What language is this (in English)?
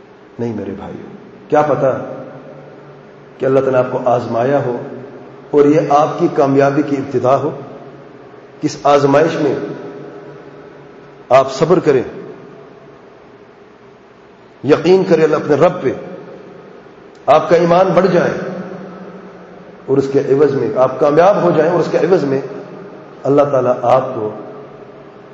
Urdu